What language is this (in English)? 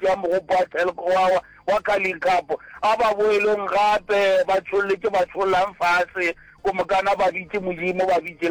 Northern Sotho